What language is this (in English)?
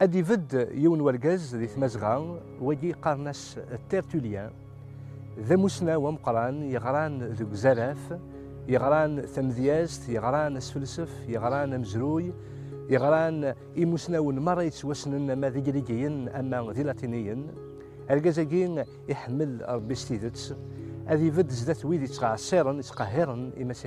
Kabyle